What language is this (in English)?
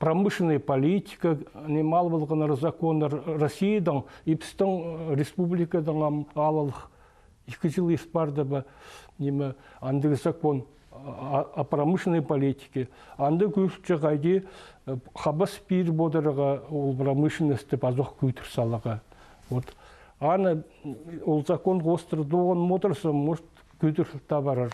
Khakas